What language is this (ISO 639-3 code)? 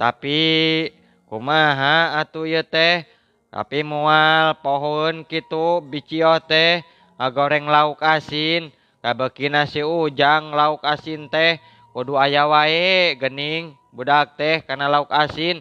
sun